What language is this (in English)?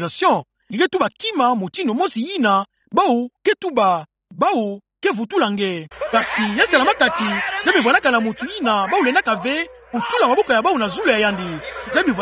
Kituba (Democratic Republic of Congo)